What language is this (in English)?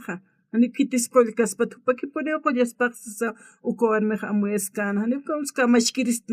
Aymara